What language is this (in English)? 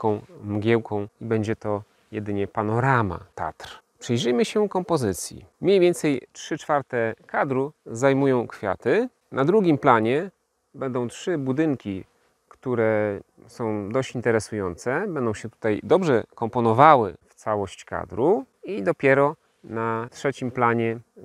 Polish